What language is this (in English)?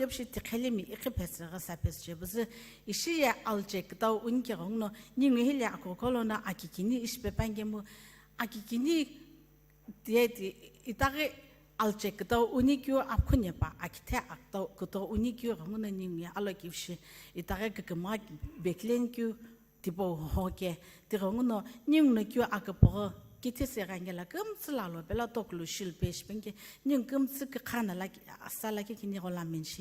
Sumi Naga